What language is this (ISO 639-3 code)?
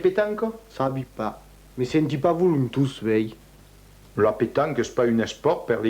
oci